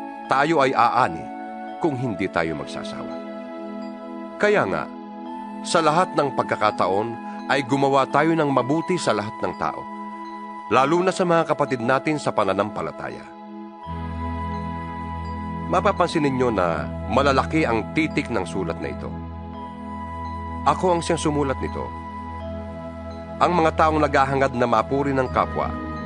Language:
Filipino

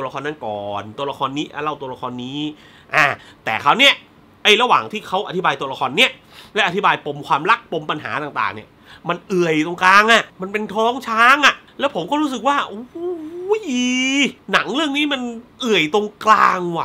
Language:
Thai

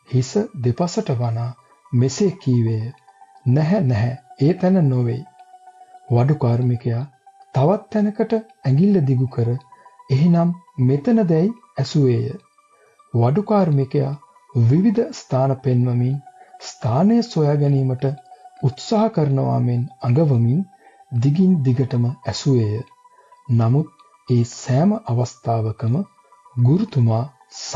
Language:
Sinhala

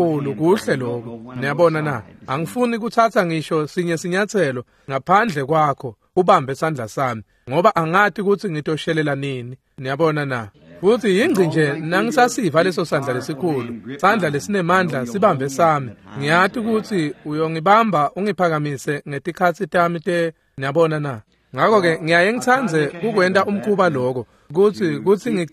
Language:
Swati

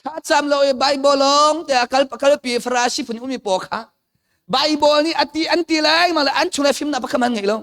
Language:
Hakha Chin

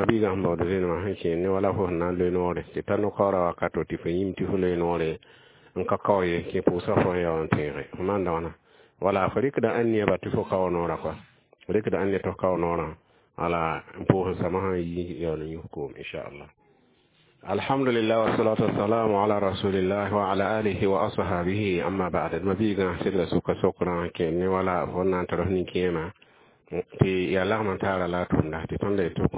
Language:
Mossi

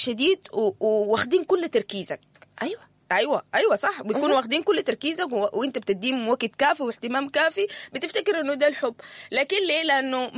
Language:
Sudanese Arabic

